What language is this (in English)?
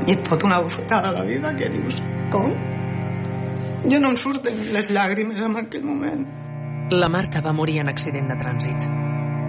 Catalan